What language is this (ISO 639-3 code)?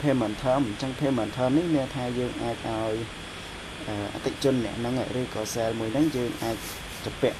khm